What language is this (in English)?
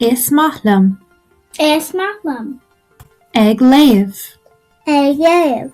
Irish